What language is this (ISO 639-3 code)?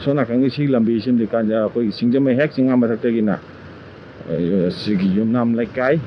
mni